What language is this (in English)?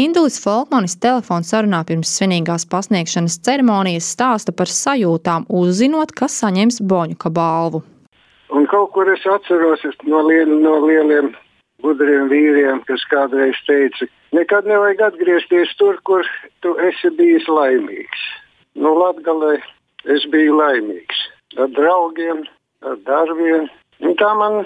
Latvian